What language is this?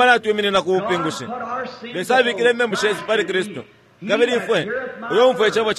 Bemba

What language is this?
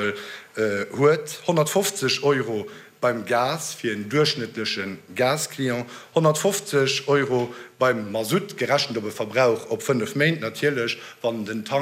Luxembourgish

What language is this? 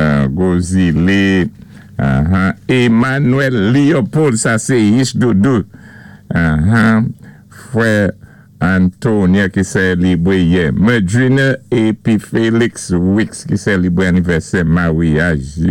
Saint Lucian Creole French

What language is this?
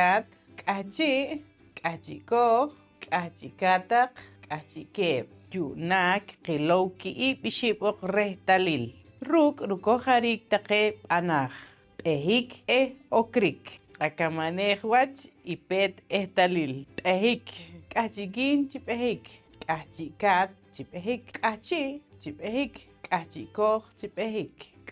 Poqomchi'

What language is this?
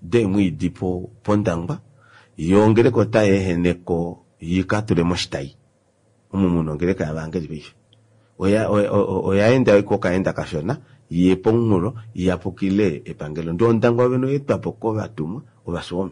Kuanyama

